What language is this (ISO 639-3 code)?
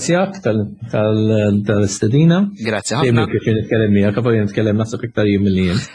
mlt